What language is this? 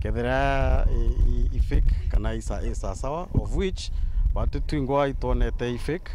Meru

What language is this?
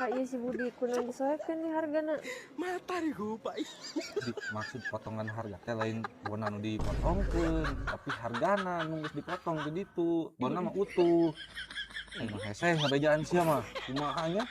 Sundanese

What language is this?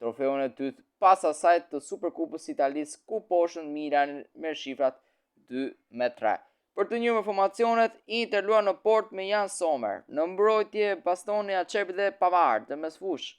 Albanian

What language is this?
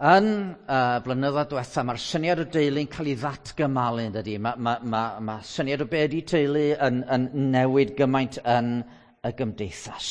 Welsh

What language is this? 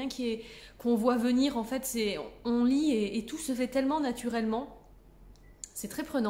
French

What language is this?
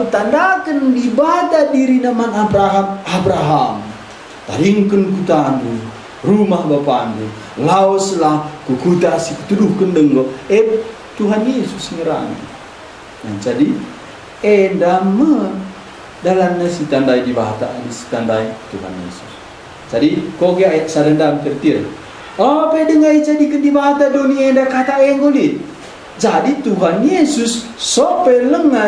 Batak Karo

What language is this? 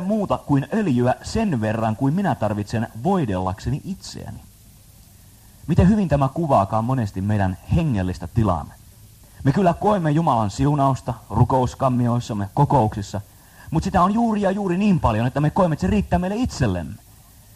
Finnish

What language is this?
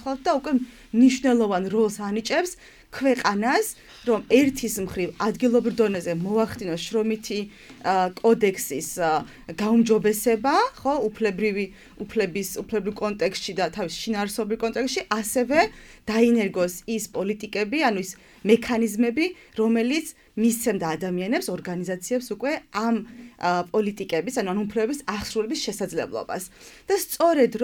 Georgian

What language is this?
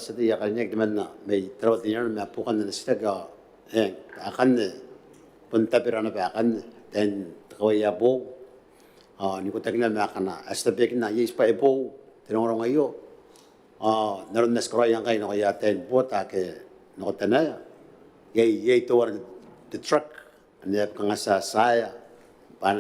Gilbertese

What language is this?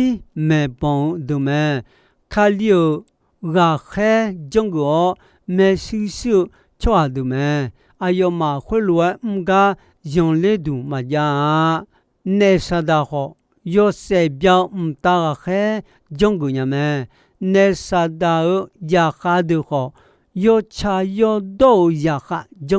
Akha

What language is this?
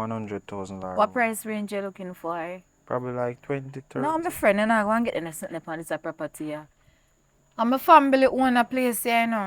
Jamaican Creole English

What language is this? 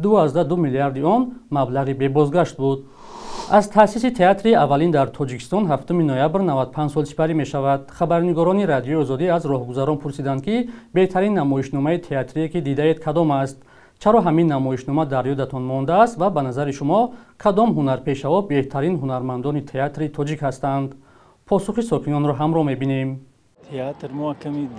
Tajik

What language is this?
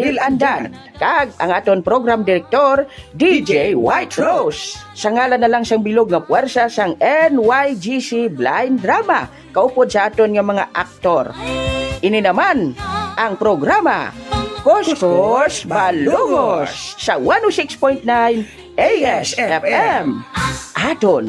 Hiligaynon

